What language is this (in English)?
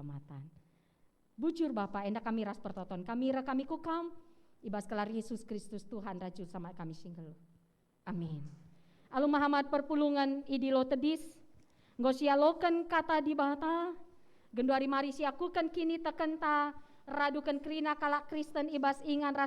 Batak Karo